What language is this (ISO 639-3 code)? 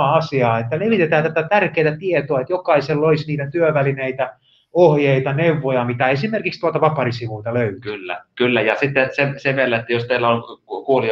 fin